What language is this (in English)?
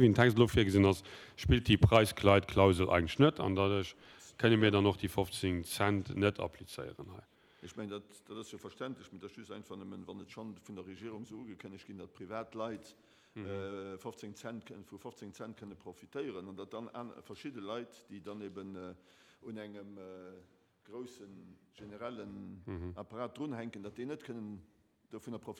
Luxembourgish